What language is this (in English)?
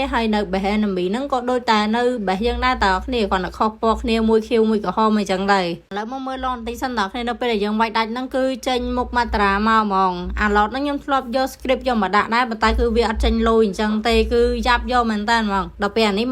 Khmer